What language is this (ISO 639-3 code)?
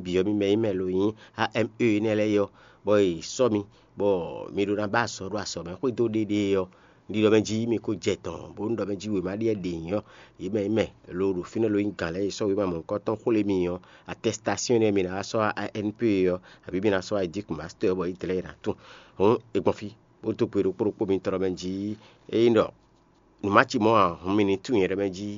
fon